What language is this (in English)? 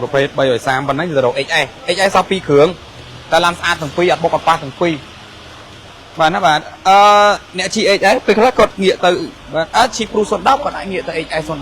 Khmer